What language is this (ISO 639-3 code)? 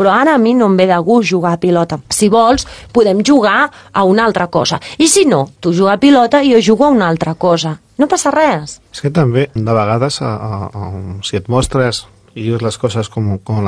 cat